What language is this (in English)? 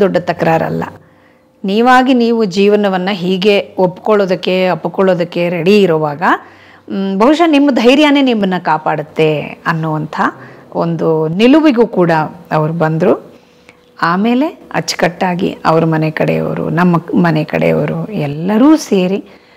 Kannada